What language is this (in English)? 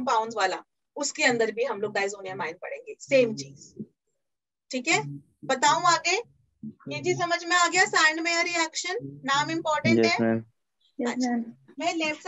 Hindi